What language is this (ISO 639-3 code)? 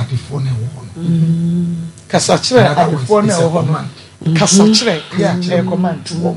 aka